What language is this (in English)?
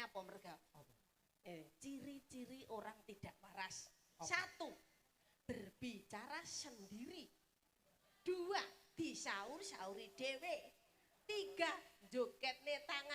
Javanese